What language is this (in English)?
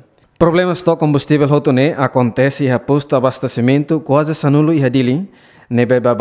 Tetum